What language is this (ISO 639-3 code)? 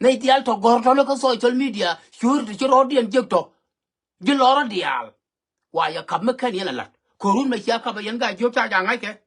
nus